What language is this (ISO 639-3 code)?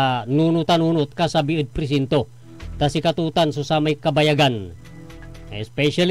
pag